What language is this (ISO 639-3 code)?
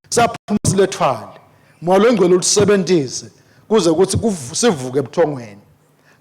ssw